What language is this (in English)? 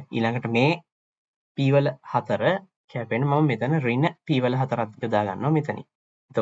Sinhala